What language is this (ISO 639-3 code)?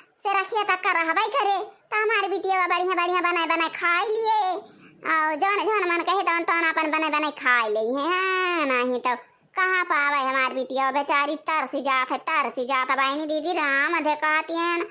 awa